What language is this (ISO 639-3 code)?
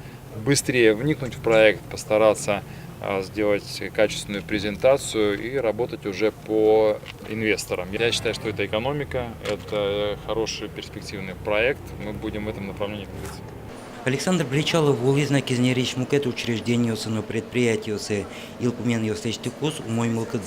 udm